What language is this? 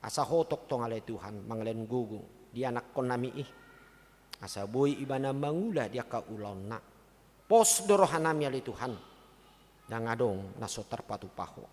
Batak Toba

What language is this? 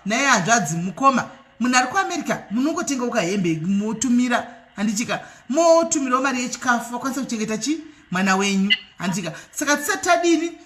Shona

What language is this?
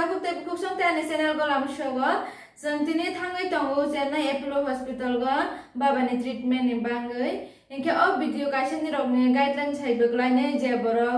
Kok Borok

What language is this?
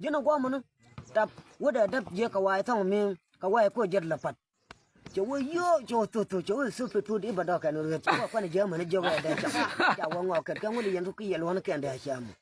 Nuer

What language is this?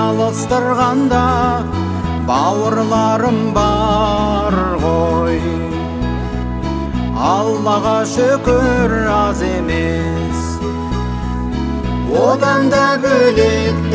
Kazakh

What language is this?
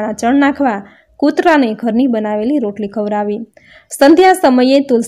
Gujarati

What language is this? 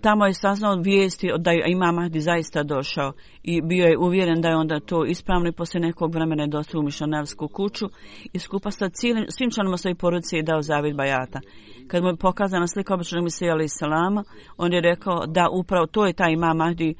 Bosnian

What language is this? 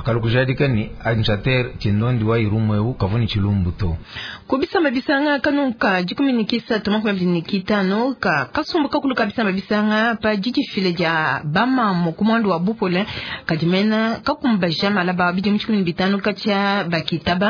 Luba-Lulua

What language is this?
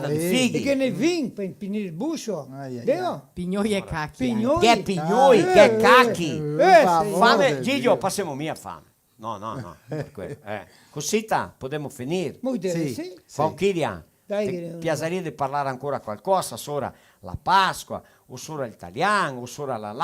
Venetian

